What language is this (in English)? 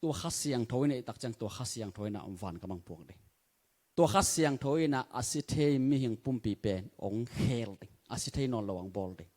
Tedim Chin